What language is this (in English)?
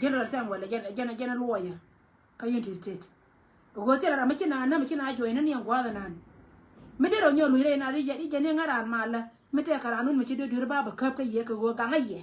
Nuer